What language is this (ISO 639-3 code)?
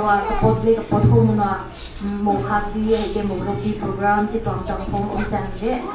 pck